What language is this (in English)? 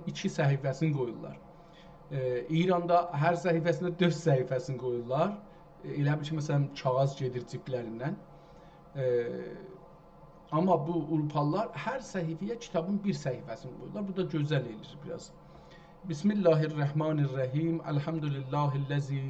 South Azerbaijani